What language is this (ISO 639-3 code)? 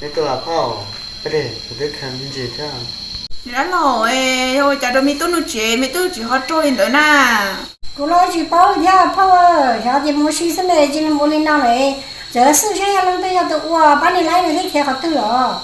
hmn